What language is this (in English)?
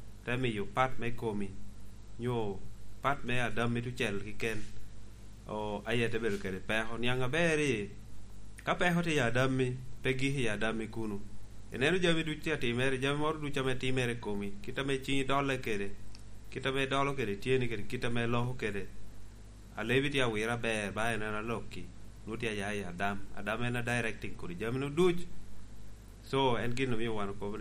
Lango (Uganda)